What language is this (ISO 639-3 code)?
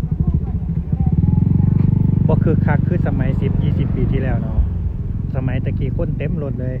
lao